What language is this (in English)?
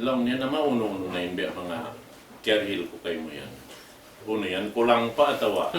Tausug